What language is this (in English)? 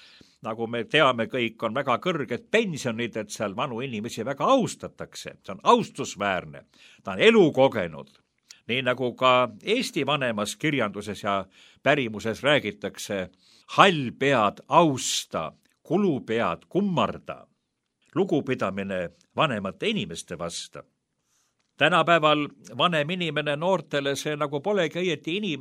Estonian